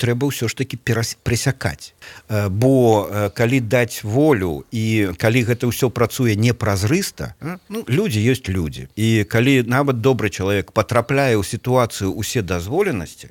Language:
Belarusian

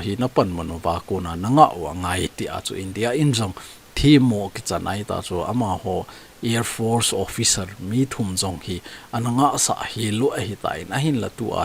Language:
Thado Chin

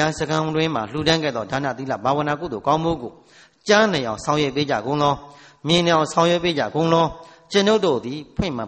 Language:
Burmese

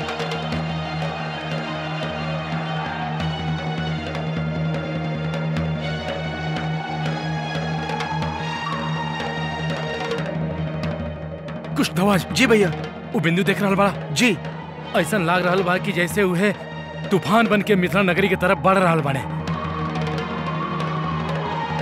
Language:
Bhojpuri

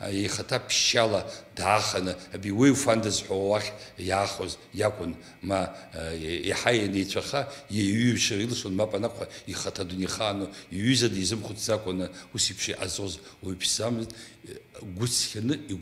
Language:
Abkhazian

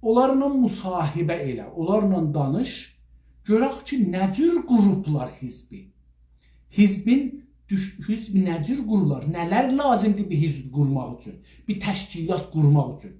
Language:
South Azerbaijani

